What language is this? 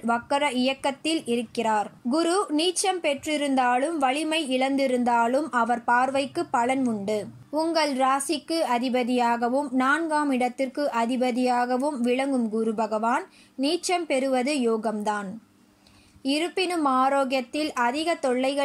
Tamil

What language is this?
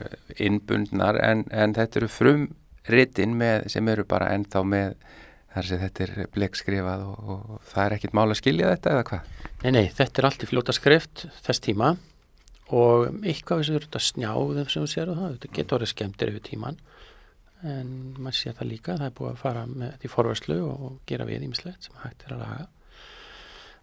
Icelandic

